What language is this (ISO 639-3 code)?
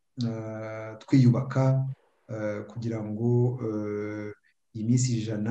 kin